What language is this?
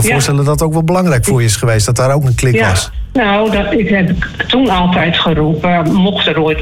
Dutch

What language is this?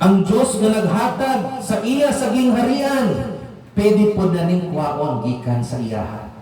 Cebuano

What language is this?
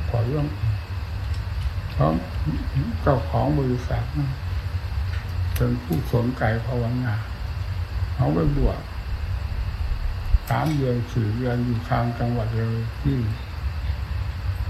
Thai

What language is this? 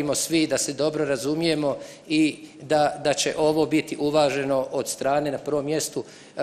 Bosnian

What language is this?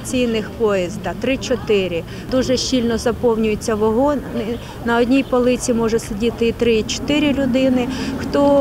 Ukrainian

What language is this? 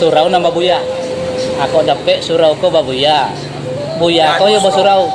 Minangkabau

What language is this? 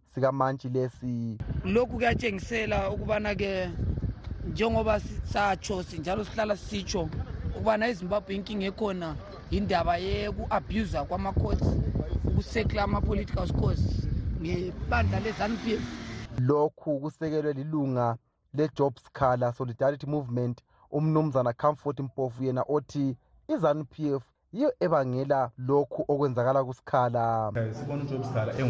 North Ndebele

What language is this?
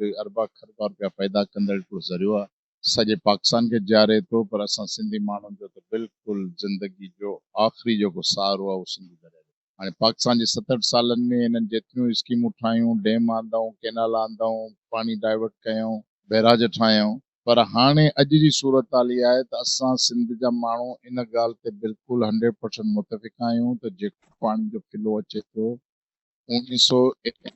Sindhi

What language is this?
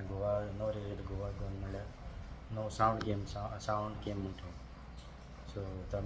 Konkani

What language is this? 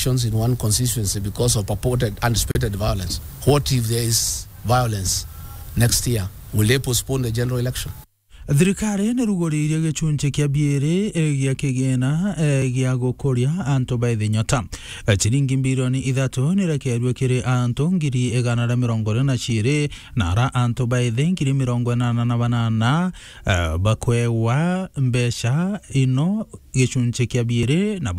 Meru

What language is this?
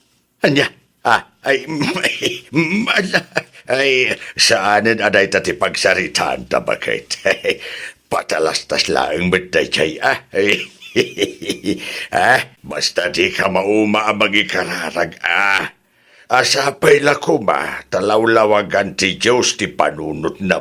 Iloko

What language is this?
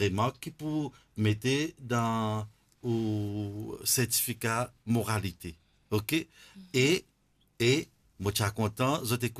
Morisyen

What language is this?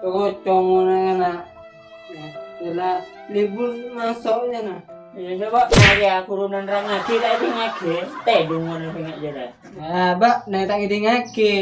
Madurese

